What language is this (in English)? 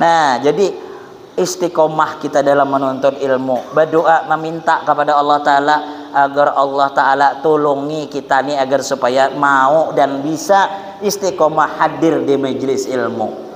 Banjar